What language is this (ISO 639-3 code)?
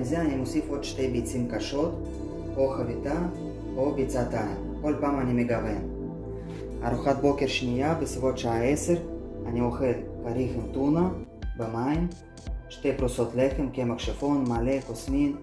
heb